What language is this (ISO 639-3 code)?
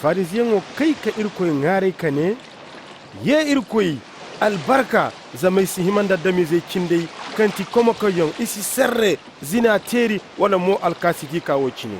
dje